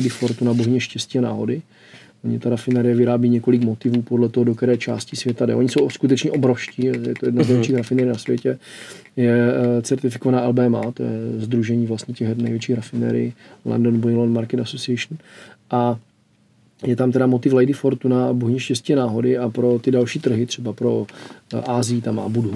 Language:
Czech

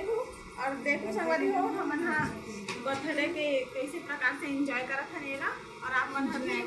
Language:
Chhattisgarhi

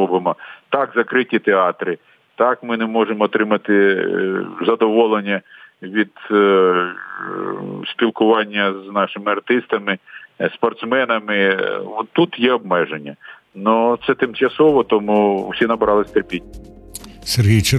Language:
Ukrainian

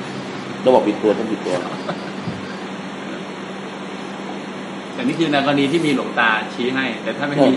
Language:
Thai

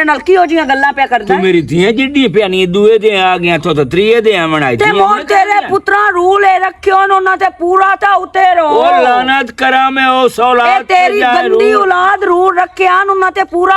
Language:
Western Panjabi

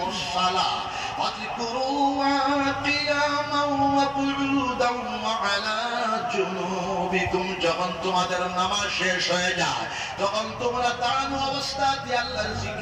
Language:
Sylheti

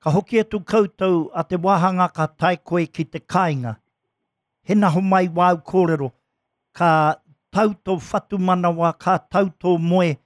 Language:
Māori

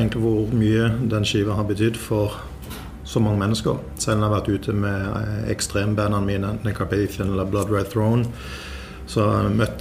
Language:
Norwegian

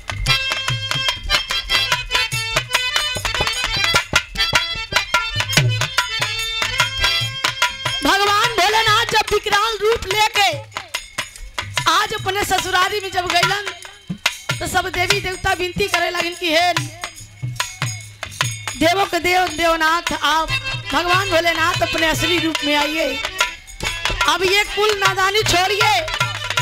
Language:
Bhojpuri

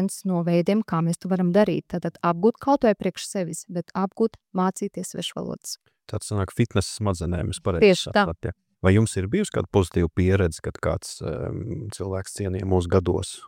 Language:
Latvian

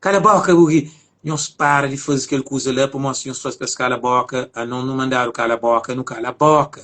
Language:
Kabuverdianu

